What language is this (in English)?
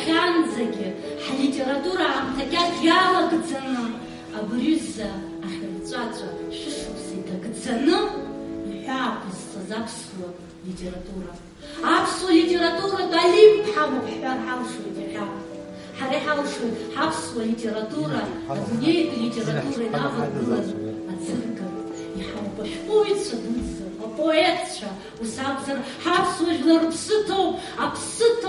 Abkhazian